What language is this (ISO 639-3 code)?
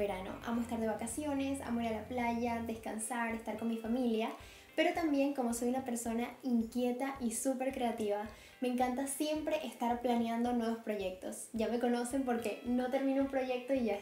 spa